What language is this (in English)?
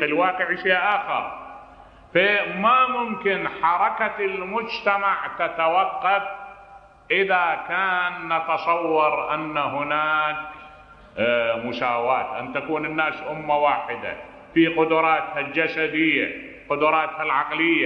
Mesopotamian Arabic